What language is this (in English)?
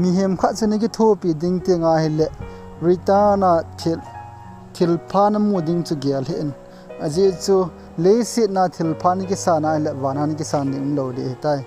Thado Chin